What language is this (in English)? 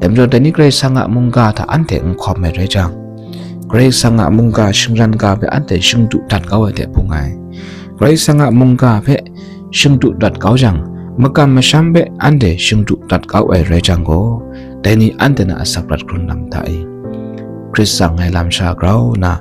Kachin